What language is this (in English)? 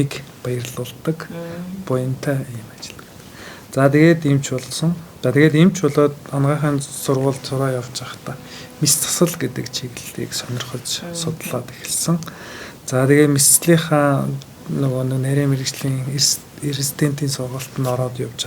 Mongolian